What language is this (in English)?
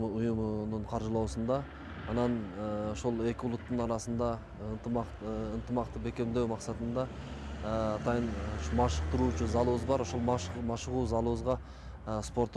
Kyrgyz